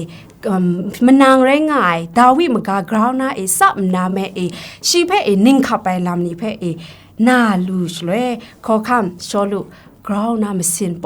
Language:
Kachin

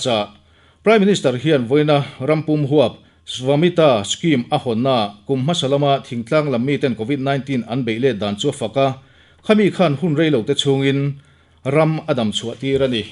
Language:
Mizo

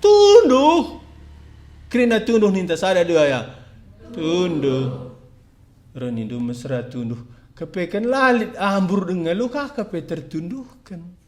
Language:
Batak Karo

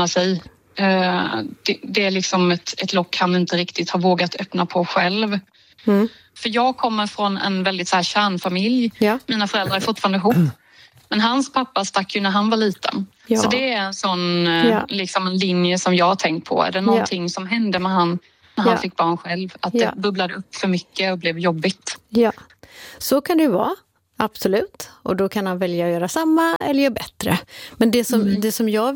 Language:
Swedish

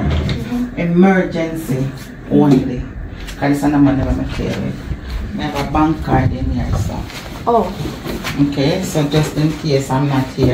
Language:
Jamaican Creole English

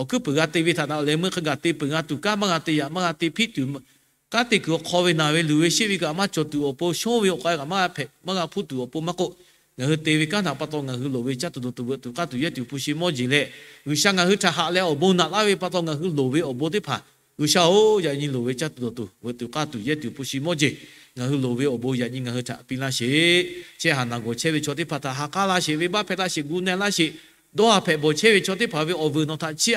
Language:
Lahu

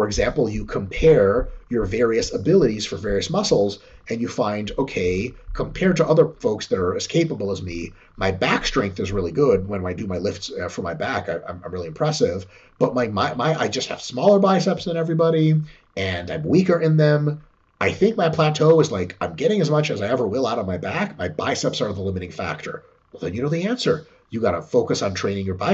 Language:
English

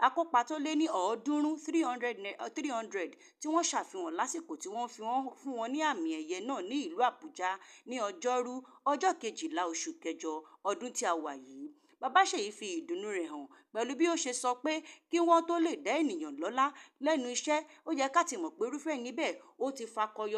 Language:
Yoruba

